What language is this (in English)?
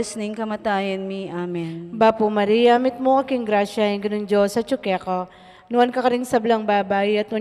Pampanga